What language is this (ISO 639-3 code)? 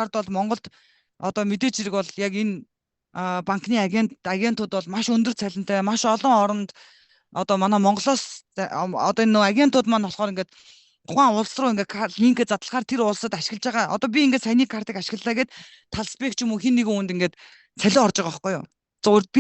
mon